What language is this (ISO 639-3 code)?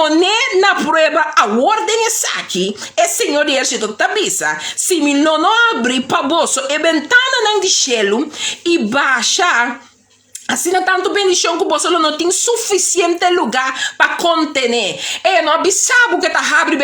pap